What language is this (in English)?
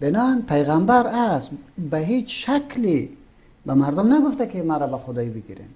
Persian